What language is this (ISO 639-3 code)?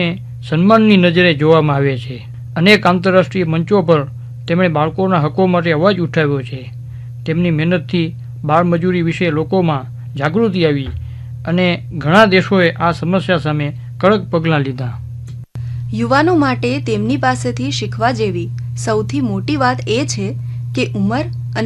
guj